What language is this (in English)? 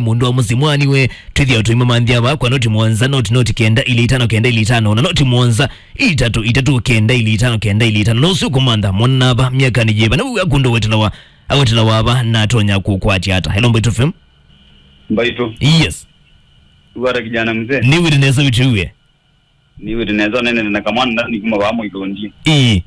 Kamba